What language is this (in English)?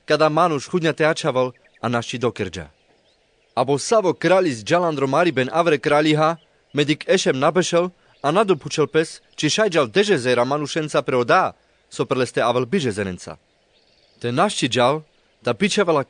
Carpathian Romani